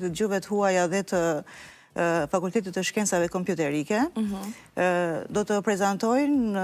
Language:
Albanian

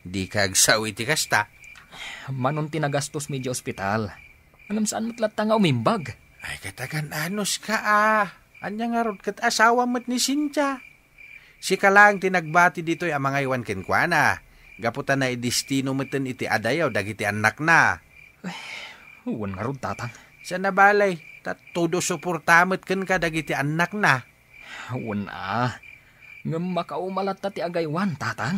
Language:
Iloko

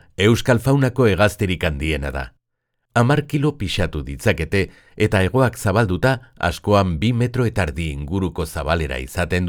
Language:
Basque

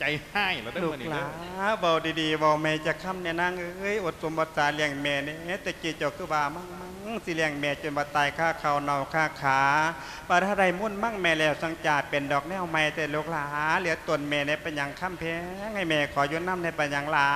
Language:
Lao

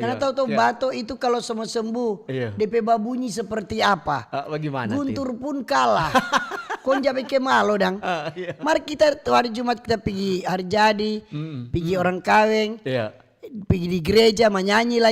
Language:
Manado Malay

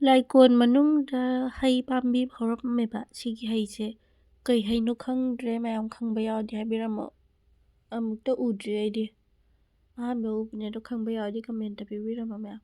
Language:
Manipuri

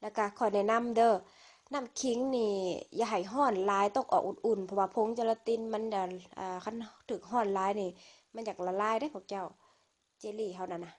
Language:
Lao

